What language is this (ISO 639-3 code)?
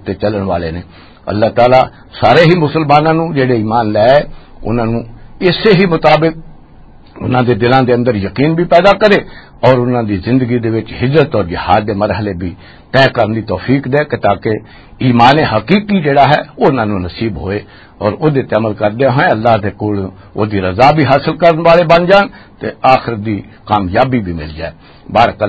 lah